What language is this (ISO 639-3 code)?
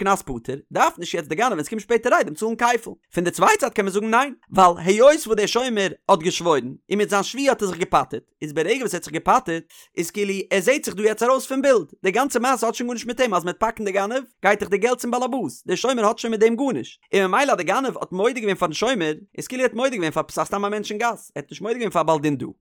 yid